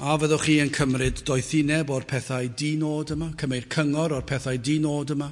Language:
Welsh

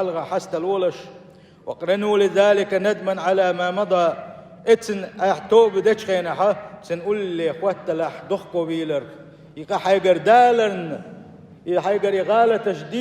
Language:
Chechen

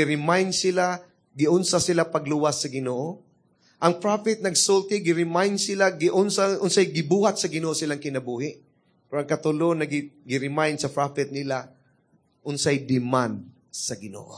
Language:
Cebuano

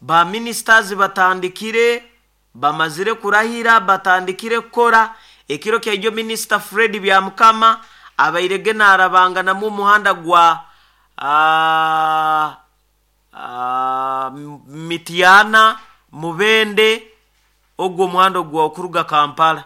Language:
Nyoro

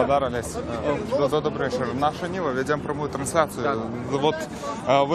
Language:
Belarusian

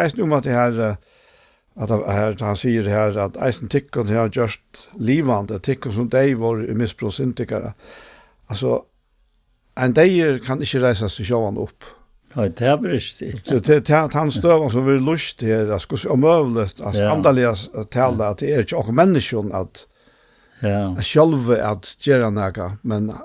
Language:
Faroese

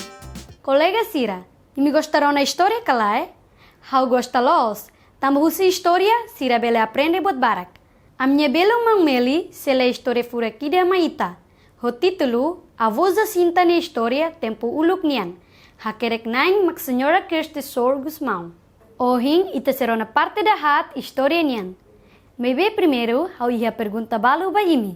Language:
Tetum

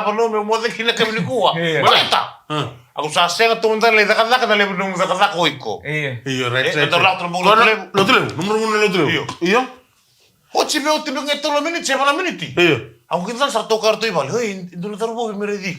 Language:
Fijian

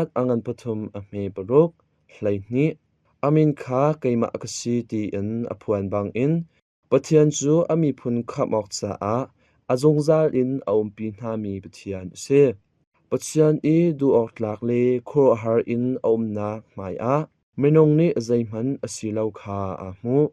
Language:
Hakha Chin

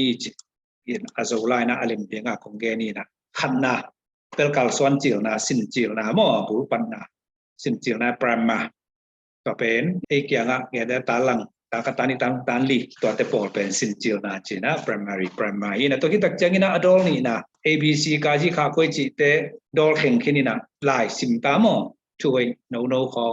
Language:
Tedim Chin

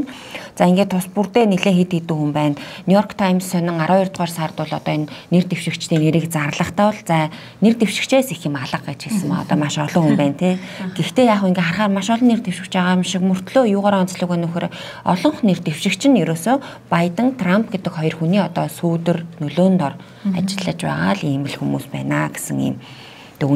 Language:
Mongolian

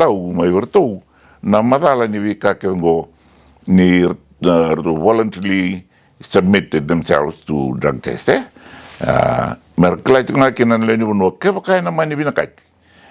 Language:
Fijian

